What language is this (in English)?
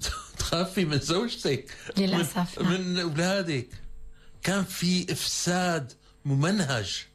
North Levantine Arabic